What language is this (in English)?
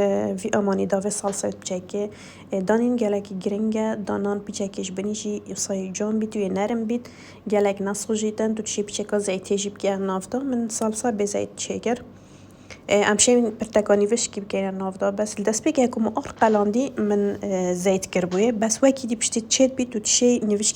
Kurdish